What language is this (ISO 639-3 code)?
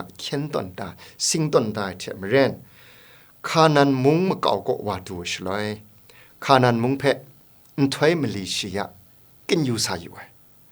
kac